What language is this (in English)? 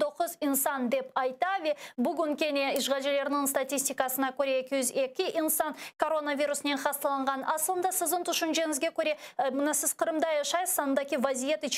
Crimean Tatar